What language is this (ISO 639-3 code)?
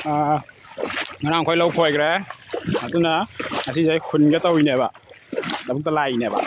mni